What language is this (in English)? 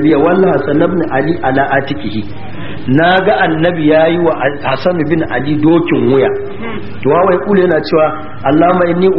Hausa